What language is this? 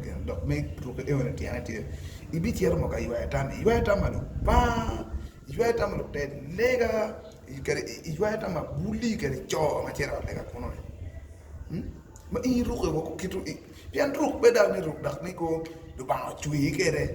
Acoli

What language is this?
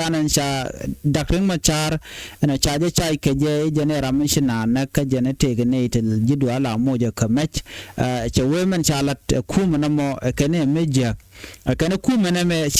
Nuer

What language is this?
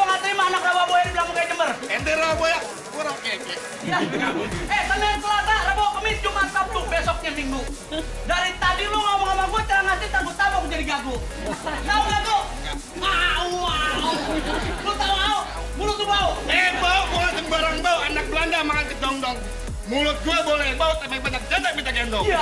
Betawi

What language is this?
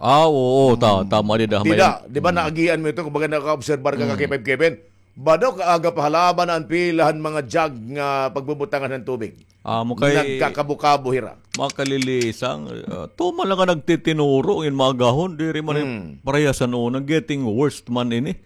Waray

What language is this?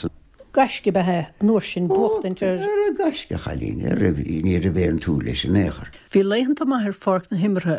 Irish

